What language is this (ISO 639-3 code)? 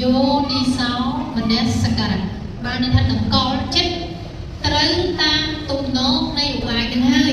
khm